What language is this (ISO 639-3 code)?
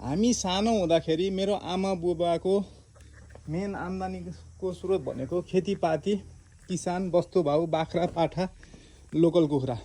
nep